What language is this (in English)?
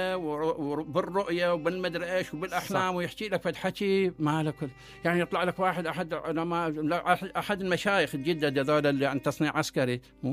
Mesopotamian Arabic